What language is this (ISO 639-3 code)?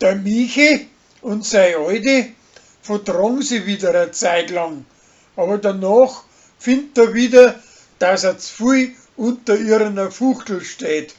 bar